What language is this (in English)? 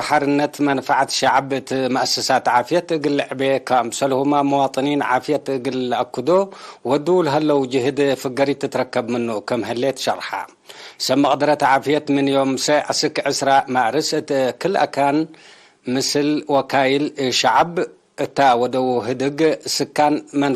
Tigre